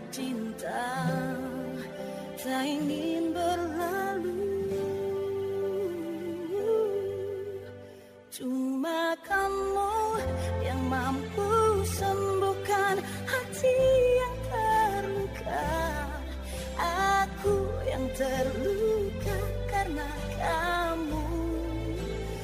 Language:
Indonesian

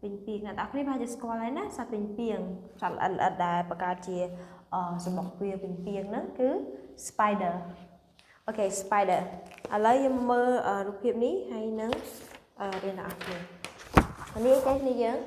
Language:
Khmer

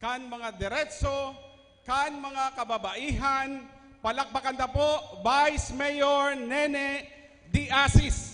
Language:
Bikol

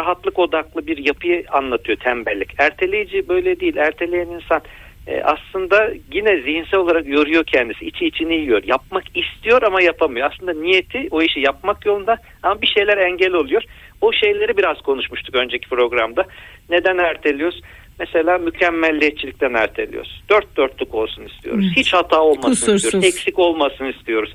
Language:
Turkish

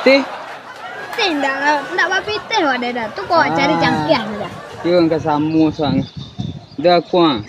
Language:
Minangkabau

